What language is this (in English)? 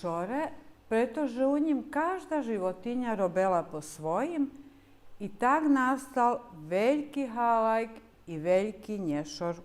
Rusyn